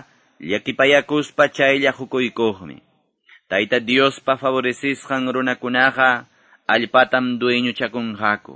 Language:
Quechua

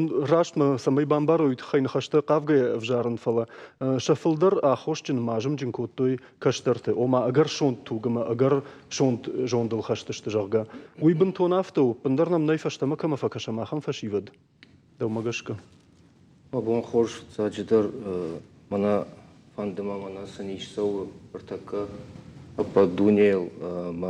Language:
Ossetic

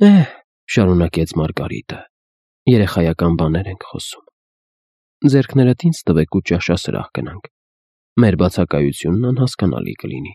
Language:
Armenian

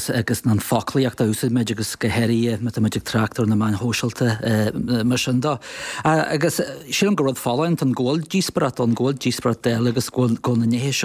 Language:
Irish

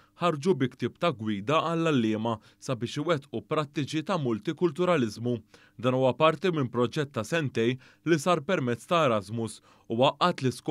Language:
Maltese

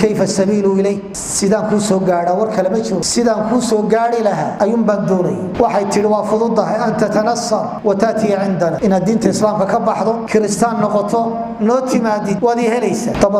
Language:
Somali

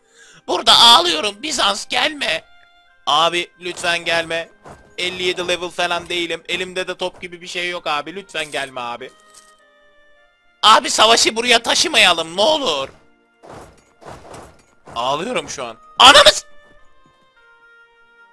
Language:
Turkish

